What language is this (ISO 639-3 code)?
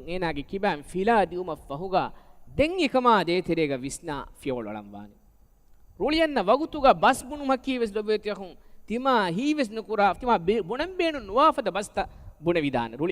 div